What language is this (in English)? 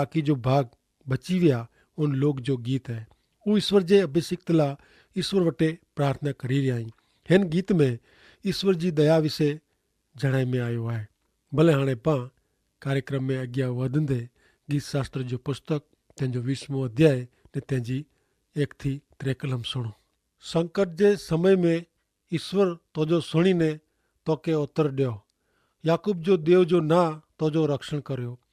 Kachhi